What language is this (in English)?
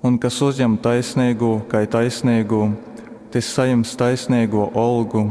Latgalian